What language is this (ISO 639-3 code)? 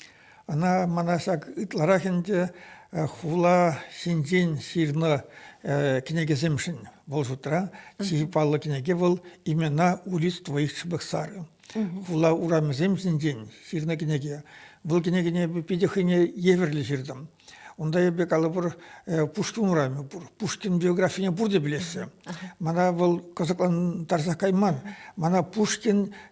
chv